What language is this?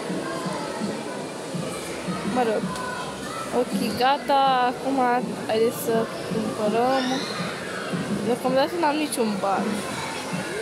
Romanian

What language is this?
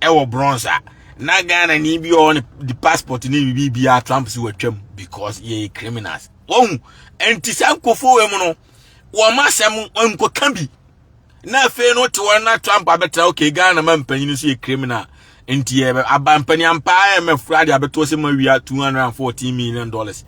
Akan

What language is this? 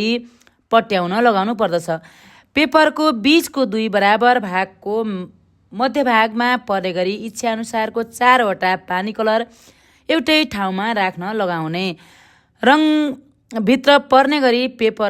Nepali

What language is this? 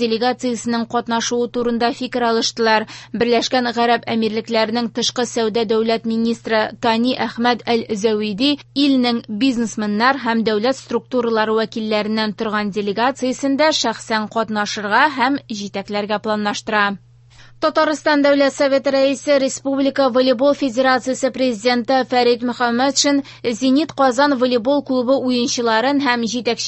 Tatar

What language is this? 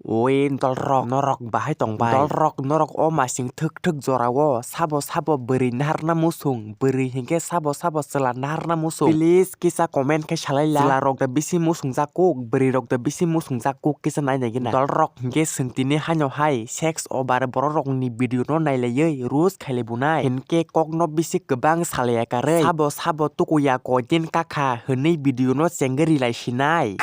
Kok Borok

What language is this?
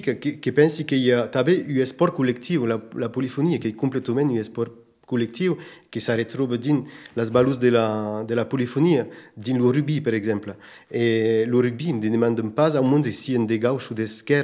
Occitan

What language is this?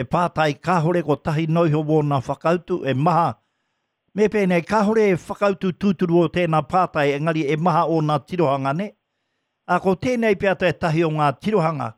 Māori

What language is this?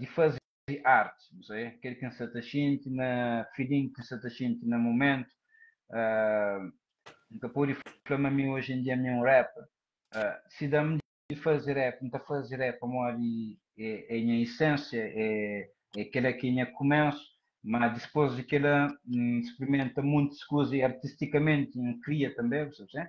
Kabuverdianu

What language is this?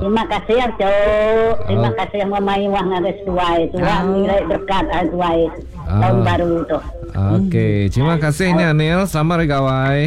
Iban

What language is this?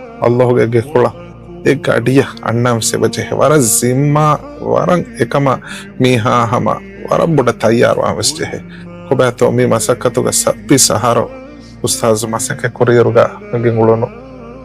Divehi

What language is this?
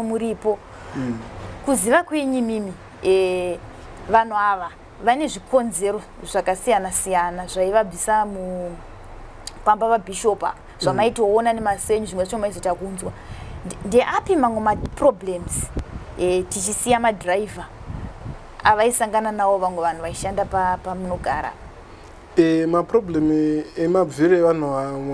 Shona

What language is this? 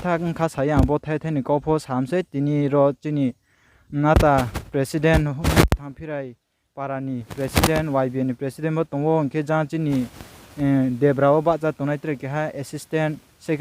Riang (India)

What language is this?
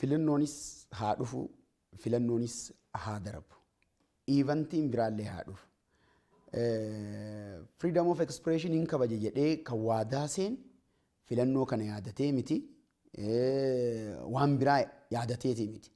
Oromo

